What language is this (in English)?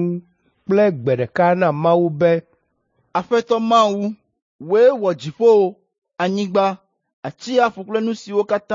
Ewe